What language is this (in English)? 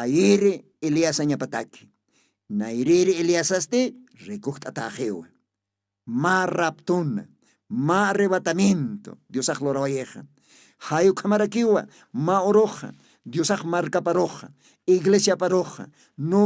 Aymara